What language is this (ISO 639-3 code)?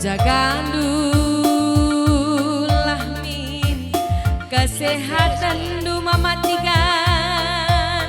btx